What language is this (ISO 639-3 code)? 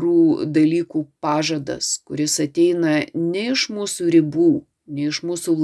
lit